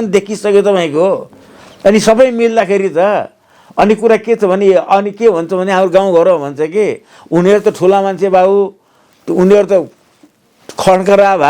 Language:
Nepali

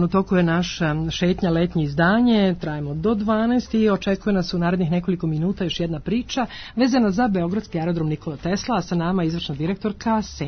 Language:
Serbian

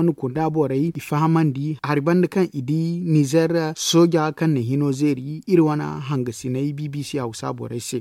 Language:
Zarma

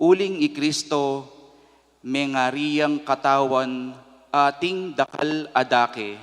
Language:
Pampanga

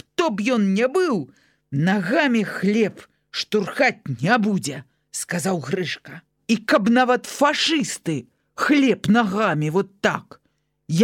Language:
Belarusian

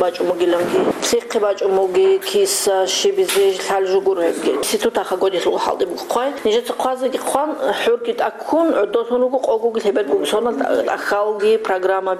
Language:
Avaric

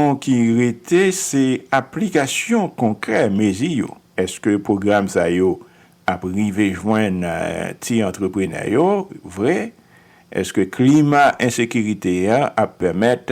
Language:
Haitian Creole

